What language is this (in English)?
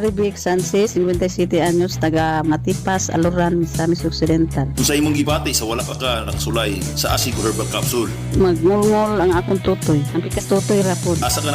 Cebuano